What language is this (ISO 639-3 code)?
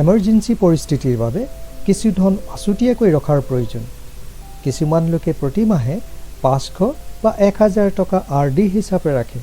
asm